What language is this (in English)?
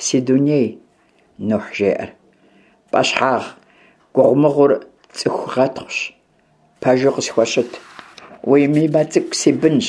Kabardian